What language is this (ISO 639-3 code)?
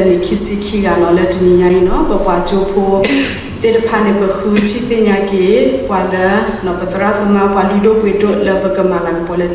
ksw